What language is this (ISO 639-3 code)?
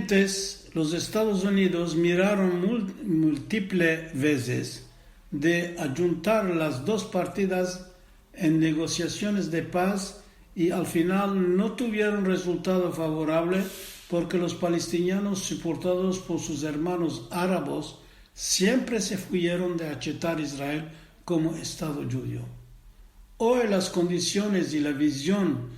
lad